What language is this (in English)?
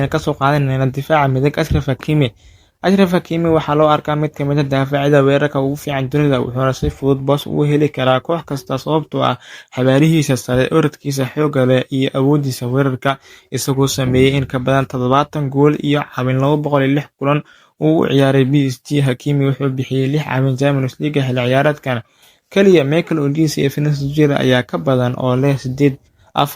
Somali